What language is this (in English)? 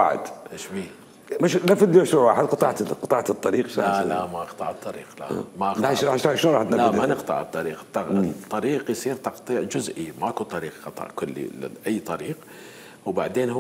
Mesopotamian Arabic